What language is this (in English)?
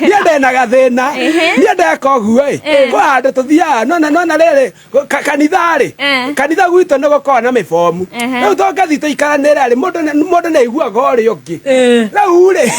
Kikuyu